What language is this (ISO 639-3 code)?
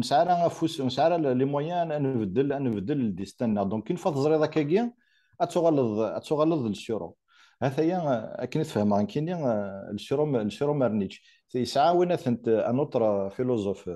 kab